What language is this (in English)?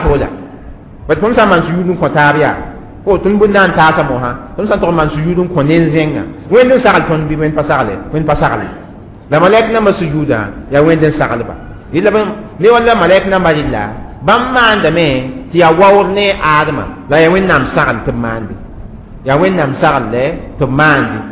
Mossi